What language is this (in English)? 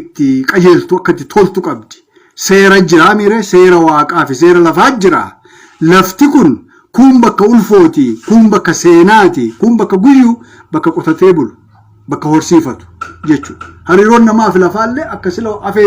Oromo